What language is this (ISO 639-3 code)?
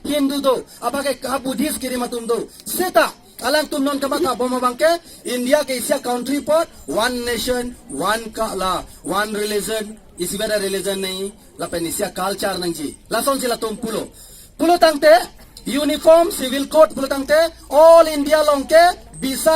mjw